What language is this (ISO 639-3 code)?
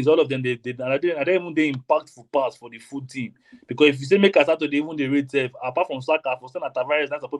pcm